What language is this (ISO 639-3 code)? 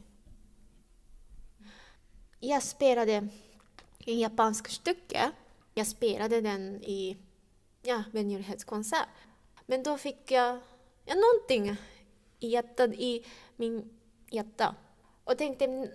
swe